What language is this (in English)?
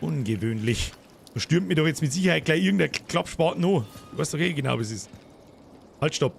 Bavarian